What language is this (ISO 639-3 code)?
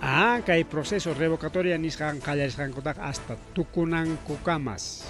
quy